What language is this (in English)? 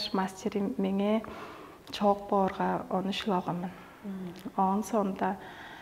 Tuvinian